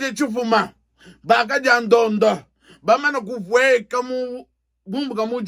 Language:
Luba-Lulua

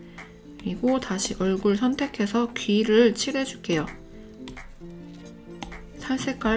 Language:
Korean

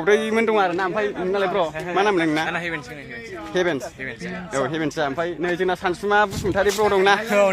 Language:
Bodo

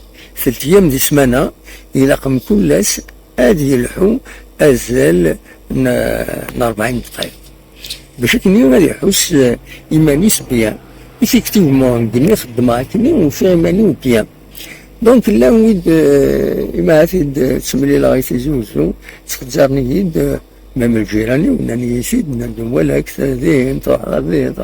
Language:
Kabyle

